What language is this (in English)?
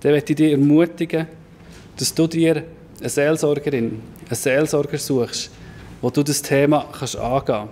Swiss German